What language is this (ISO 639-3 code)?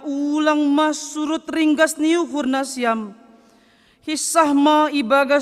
bts